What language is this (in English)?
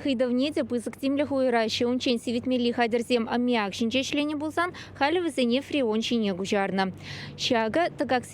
Chuvash